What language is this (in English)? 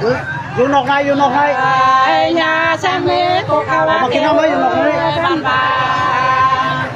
Nung (Viet Nam)